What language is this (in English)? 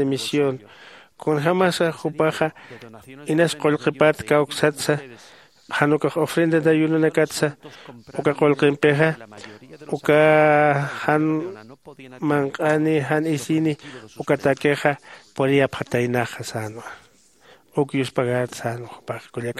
Aymara